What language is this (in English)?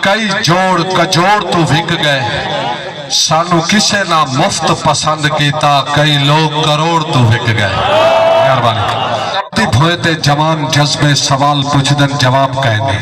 Saraiki